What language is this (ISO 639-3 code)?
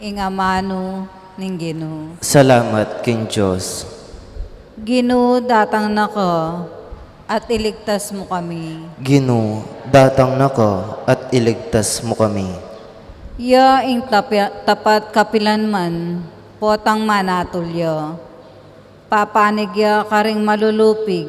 pam